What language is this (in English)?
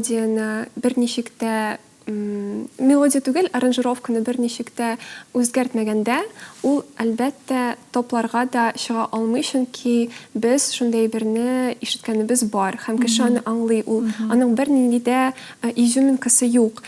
Tatar